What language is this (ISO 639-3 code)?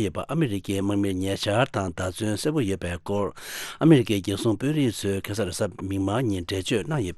bod